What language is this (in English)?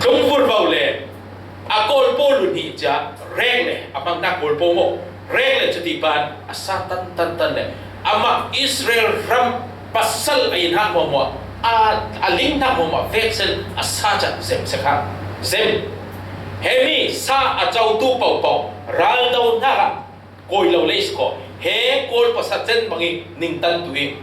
Falam Chin